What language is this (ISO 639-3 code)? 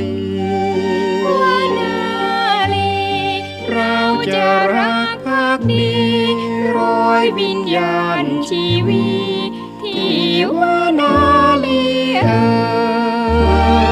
tha